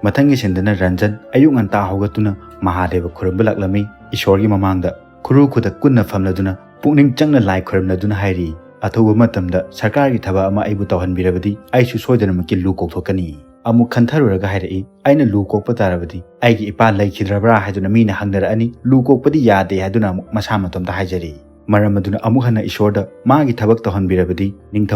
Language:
Manipuri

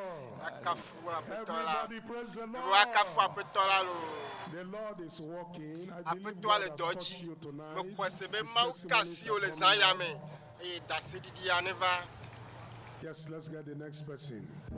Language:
Ewe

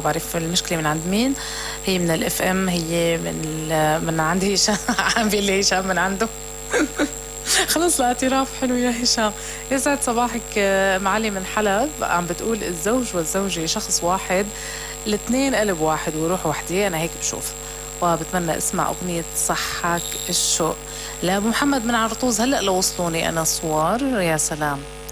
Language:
North Levantine Arabic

